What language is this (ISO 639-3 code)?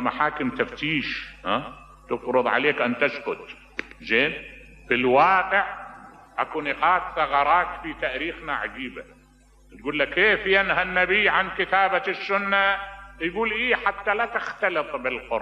acm